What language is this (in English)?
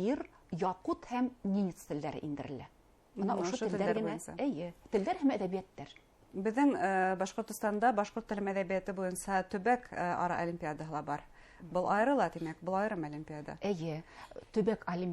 Bashkir